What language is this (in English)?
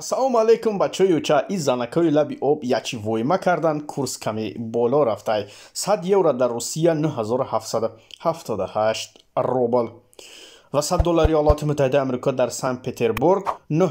Tajik